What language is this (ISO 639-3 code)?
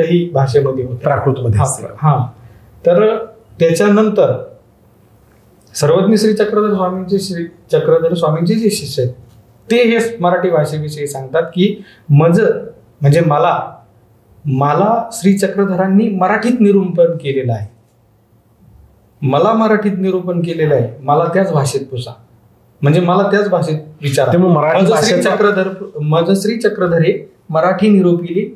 mar